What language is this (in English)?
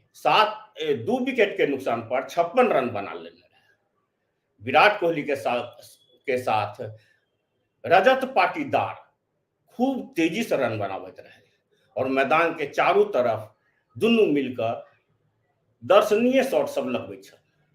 Maithili